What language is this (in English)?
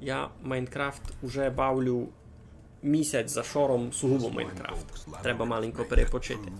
Rusyn